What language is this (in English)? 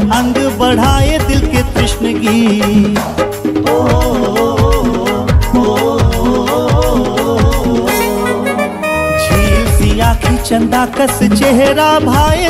Chhattisgarhi